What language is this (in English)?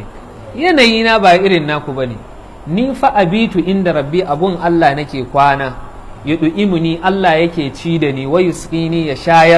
Hausa